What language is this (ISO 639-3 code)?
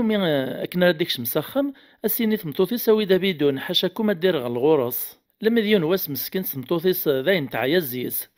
kab